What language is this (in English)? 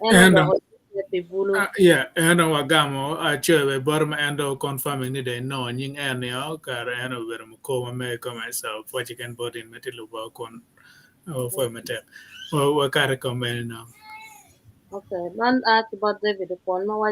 Acoli